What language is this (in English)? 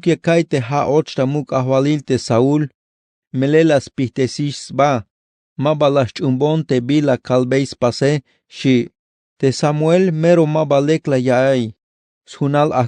Tzeltal